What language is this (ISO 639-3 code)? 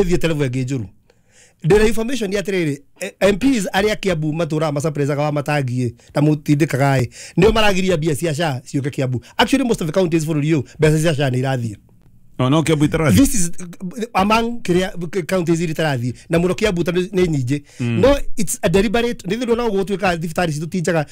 kik